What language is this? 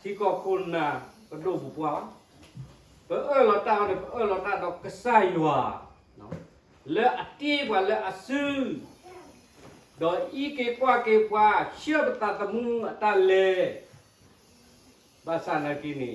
S'gaw Karen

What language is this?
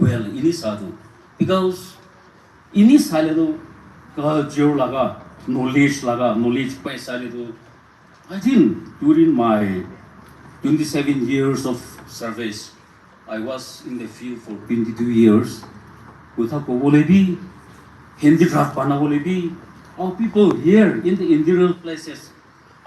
Naga Pidgin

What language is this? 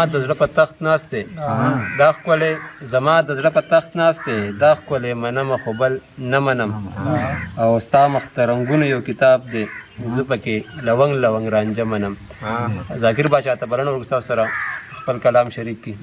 Pashto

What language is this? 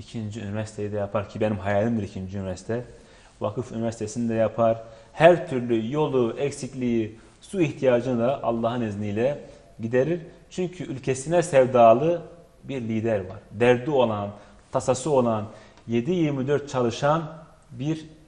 Turkish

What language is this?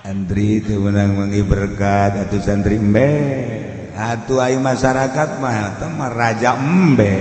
Sundanese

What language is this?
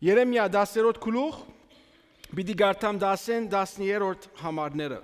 Western Armenian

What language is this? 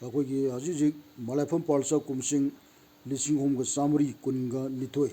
Manipuri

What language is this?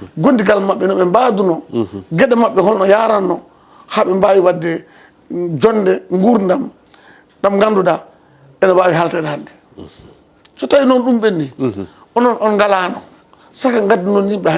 Fula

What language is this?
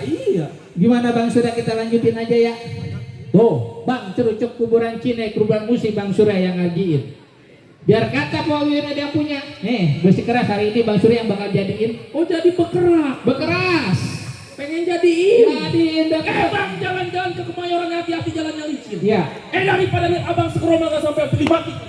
Betawi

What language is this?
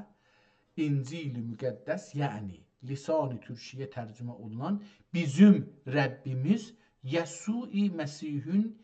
South Azerbaijani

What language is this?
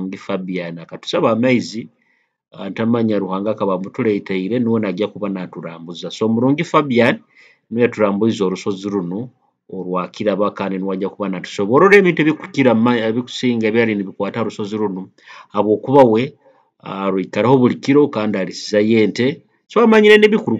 Nyoro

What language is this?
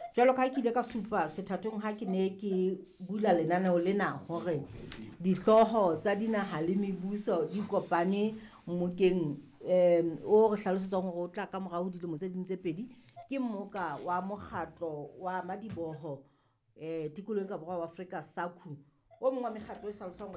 Southern Sotho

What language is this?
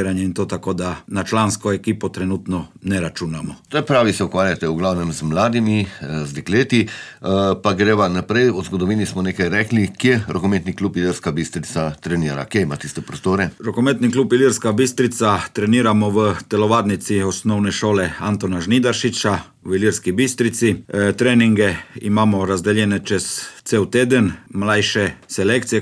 Slovenian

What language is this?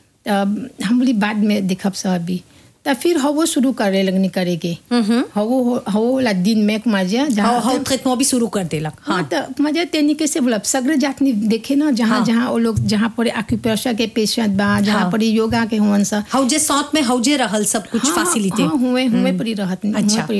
Bhojpuri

